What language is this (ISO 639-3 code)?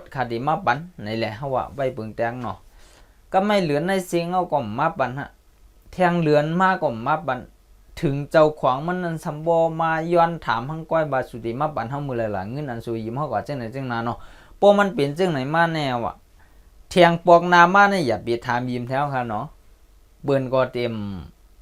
shn